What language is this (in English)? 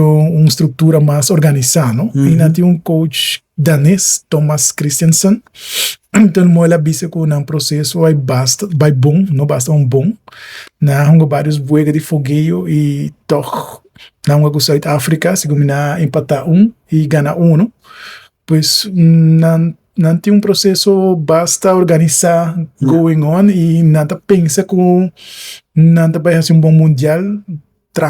Papiamento